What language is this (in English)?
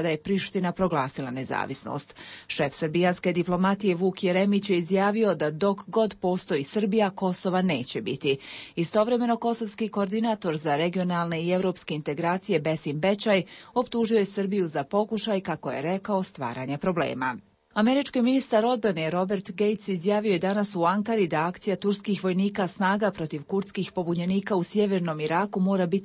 Bosnian